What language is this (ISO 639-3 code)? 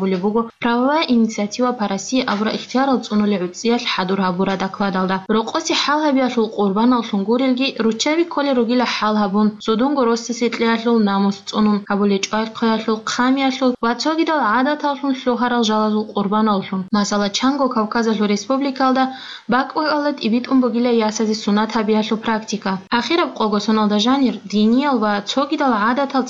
ava